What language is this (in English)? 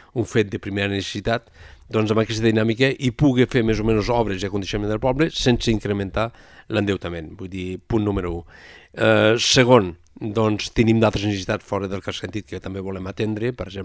Catalan